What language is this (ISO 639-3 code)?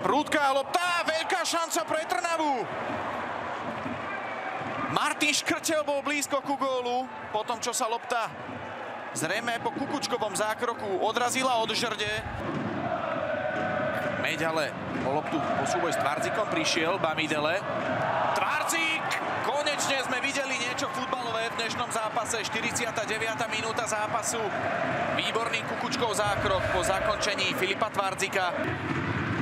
slk